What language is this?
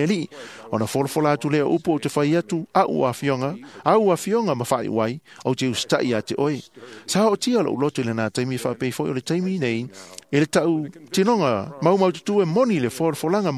Samoan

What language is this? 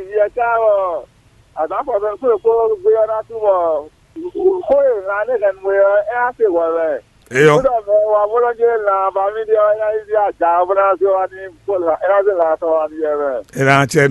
Fon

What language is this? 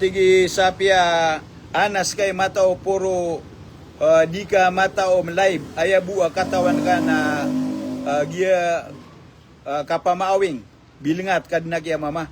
Maranao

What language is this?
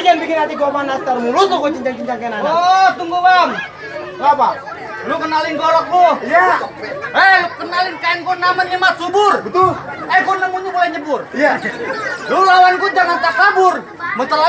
Betawi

